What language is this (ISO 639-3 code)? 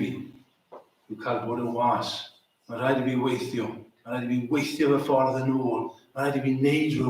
cym